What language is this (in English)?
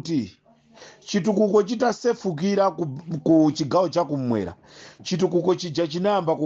Nyanja